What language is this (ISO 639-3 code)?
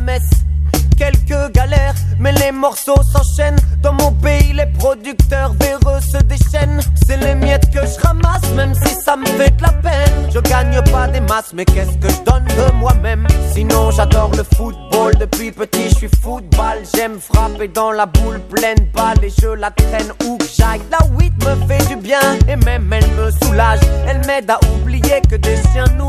fra